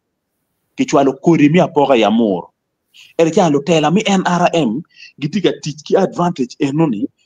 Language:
Acoli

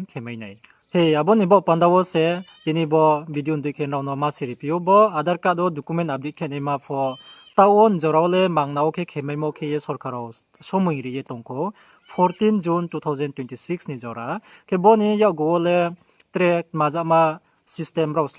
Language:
Riang (India)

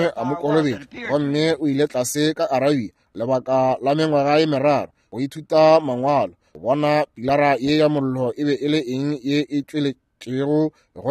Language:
Northern Sotho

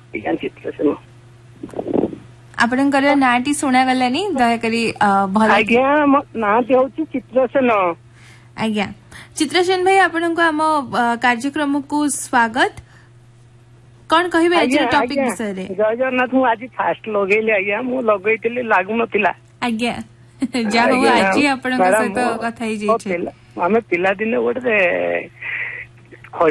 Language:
Odia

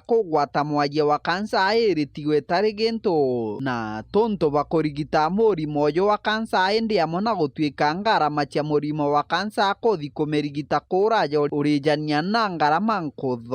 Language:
Meru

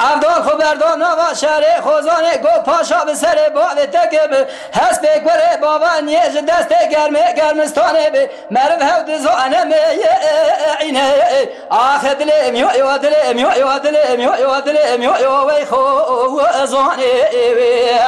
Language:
Kurdish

